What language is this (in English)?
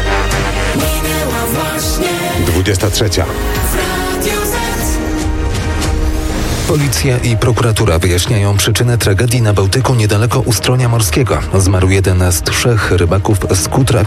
Polish